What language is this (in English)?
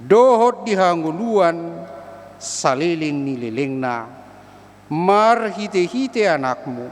Batak Toba